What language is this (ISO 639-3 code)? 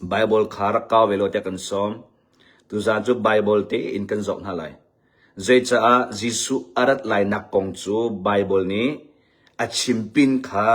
cnh